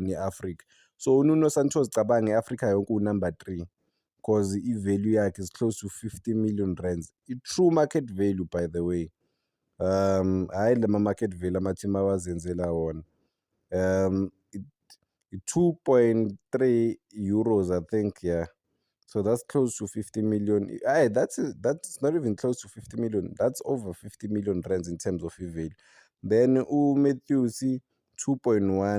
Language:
Zulu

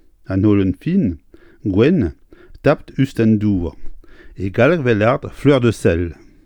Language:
Breton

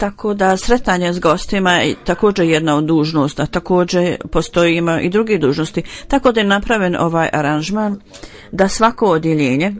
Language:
Bosnian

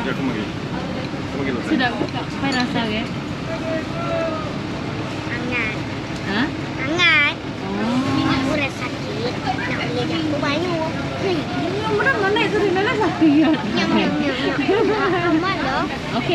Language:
Malay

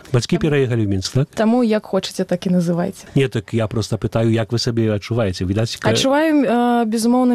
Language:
Belarusian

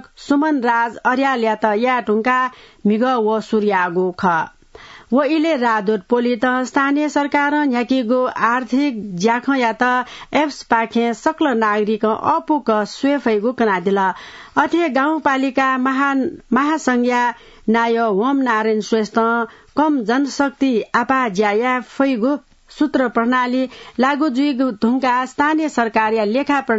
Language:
Newari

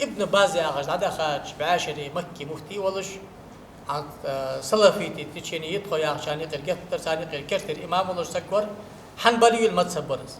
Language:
Ingush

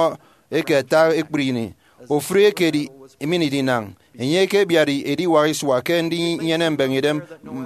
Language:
Efik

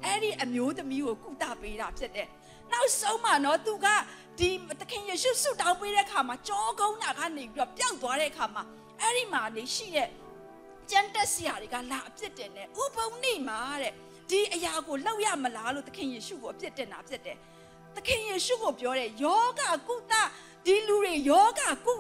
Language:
Burmese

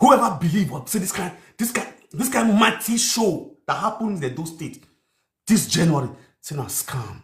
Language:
Nigerian Pidgin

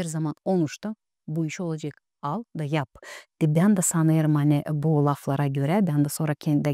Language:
Gagauz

